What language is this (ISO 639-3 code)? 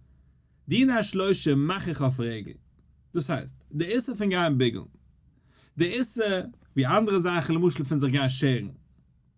yid